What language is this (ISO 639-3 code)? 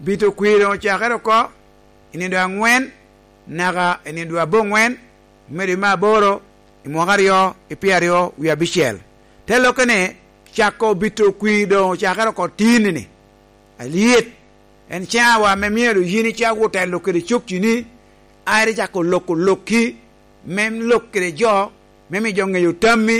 laj